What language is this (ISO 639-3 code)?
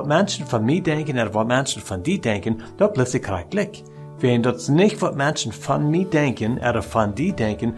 pdt